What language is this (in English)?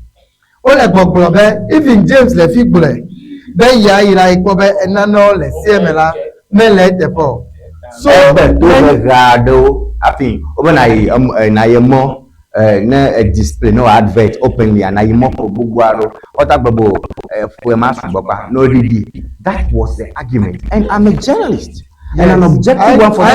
Ewe